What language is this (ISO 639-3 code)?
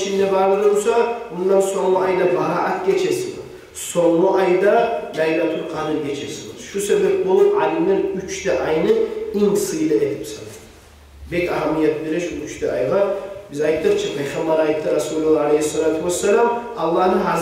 kum